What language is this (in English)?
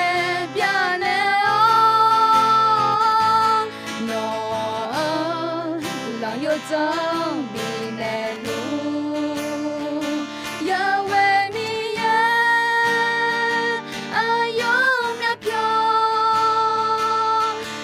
Akha